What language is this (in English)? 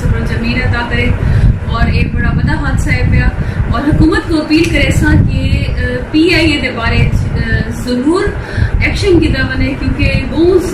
Saraiki